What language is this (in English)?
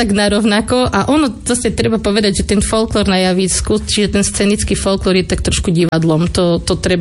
Slovak